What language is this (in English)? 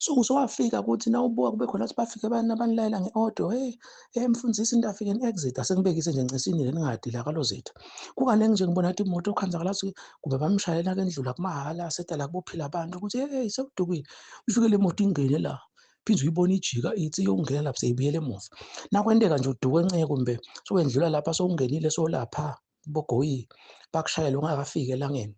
Zulu